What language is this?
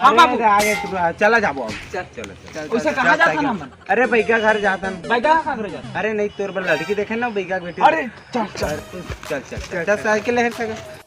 Chhattisgarhi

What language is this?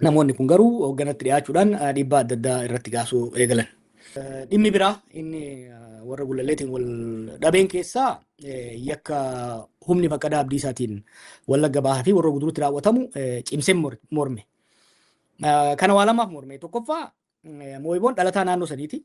Oromo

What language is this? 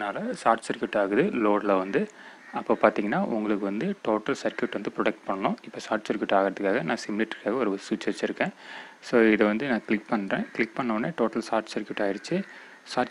Tamil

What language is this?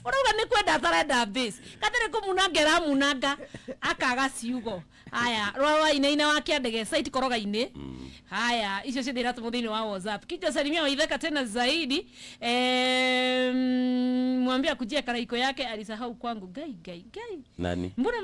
Kikuyu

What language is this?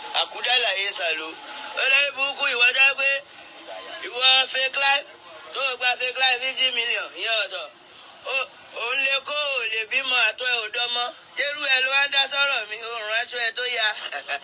Yoruba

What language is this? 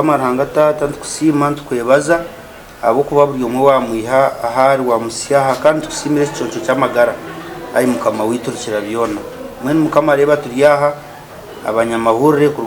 Nyankole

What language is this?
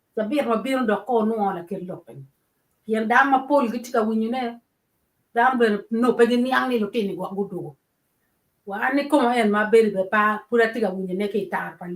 Acoli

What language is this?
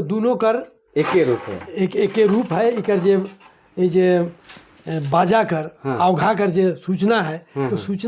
Sadri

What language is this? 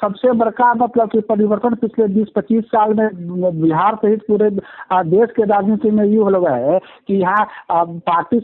Magahi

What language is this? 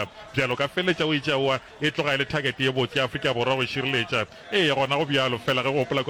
Northern Sotho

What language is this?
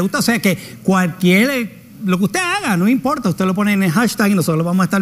Spanish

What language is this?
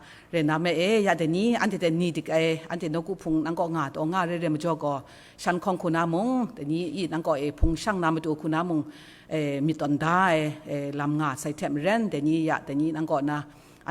Kachin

